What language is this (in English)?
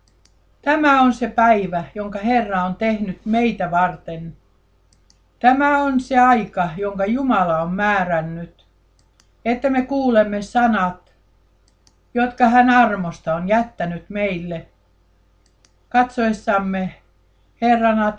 Finnish